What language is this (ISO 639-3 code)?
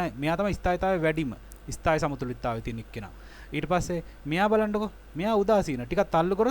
sin